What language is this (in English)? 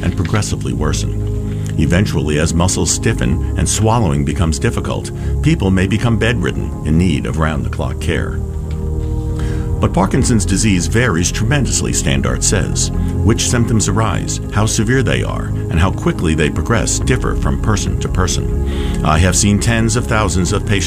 English